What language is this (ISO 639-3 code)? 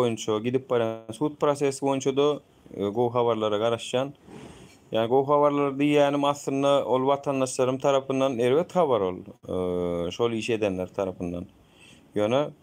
tuk